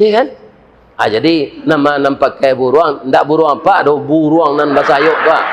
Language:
Minangkabau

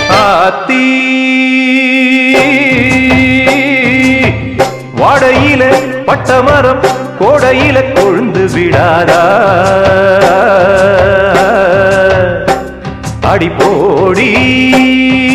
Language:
Tamil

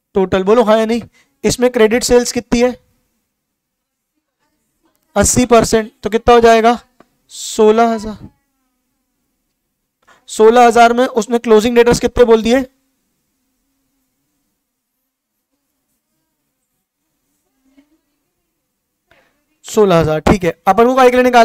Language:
Hindi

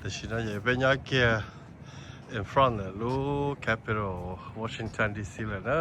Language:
Hmong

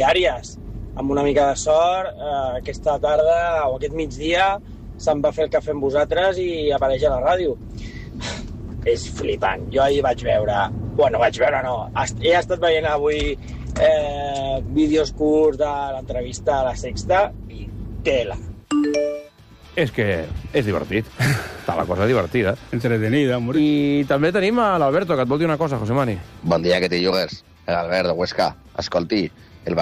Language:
Catalan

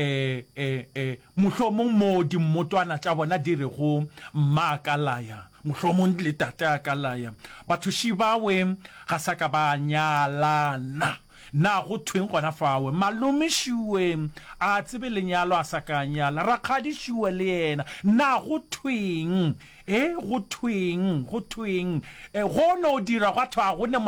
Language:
Northern Sotho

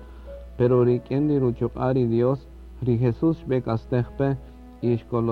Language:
Kaqchikel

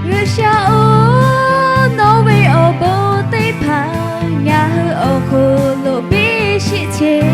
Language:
Lahu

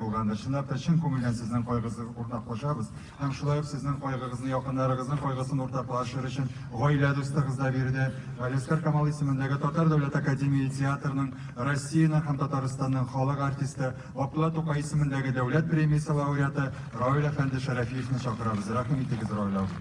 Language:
Tatar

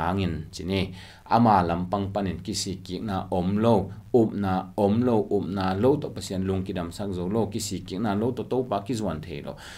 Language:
Tedim Chin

